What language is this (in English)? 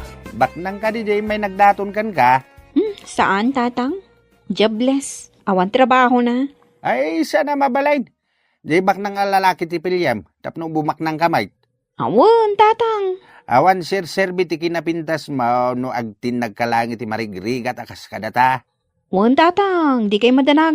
Iloko